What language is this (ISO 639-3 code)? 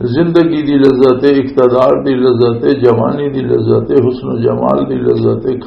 lah